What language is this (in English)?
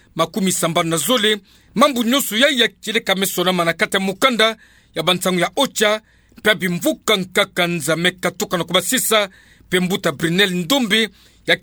Kituba (Democratic Republic of Congo)